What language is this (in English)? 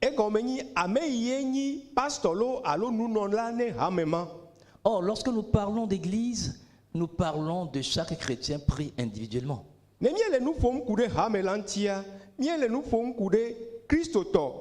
Ewe